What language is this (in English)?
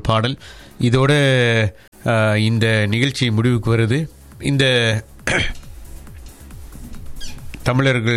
Tamil